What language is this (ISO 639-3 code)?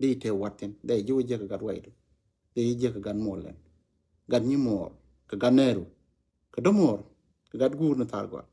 nus